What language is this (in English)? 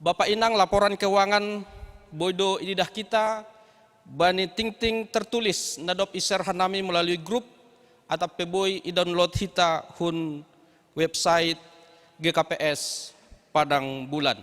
Batak Simalungun